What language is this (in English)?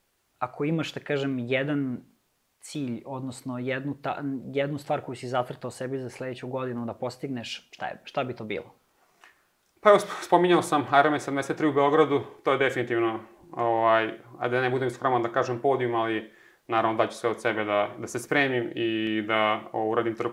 Serbian